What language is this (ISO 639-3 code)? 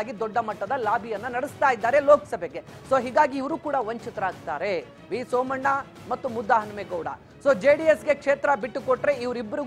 kan